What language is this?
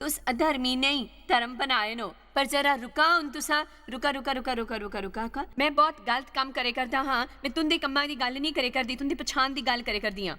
Dogri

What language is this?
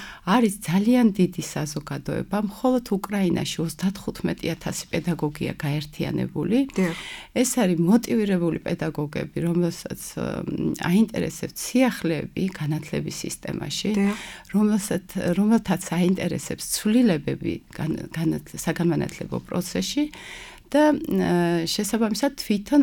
Georgian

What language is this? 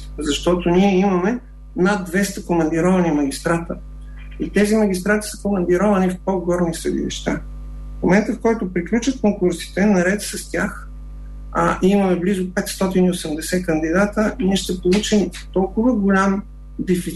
Bulgarian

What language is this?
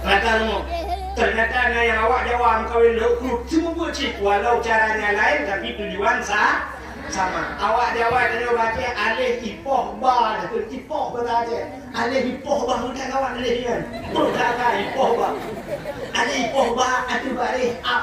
Achinese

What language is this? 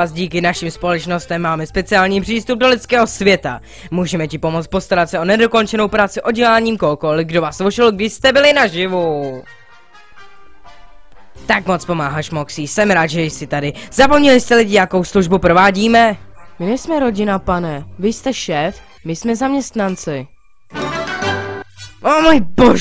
Czech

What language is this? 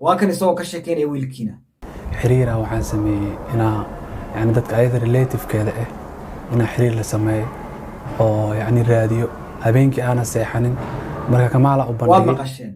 Somali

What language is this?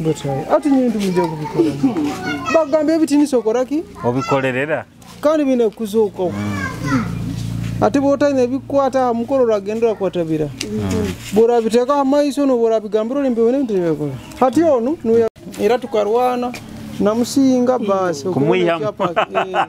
Nyoro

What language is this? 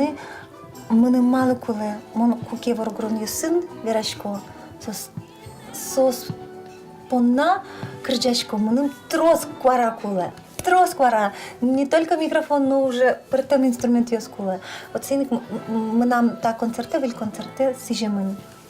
Udmurt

